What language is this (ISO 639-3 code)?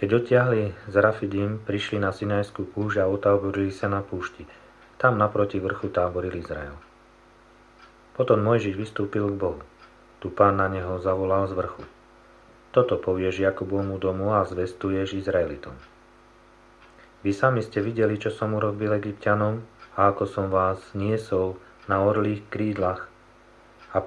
slk